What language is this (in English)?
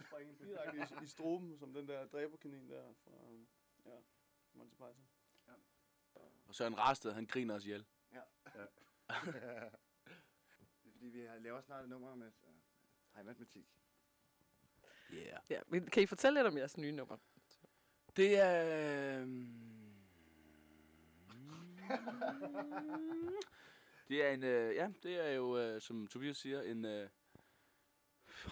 Danish